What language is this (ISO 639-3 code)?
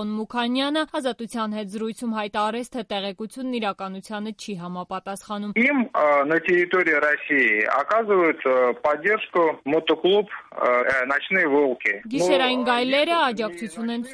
hye